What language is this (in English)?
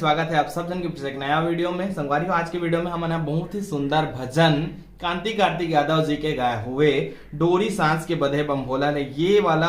Chhattisgarhi